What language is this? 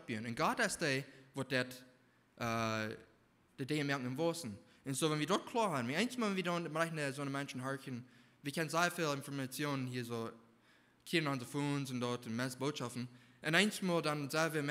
Plautdietsch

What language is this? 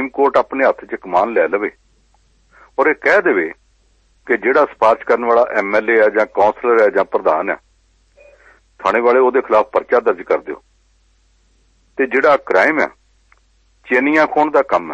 Punjabi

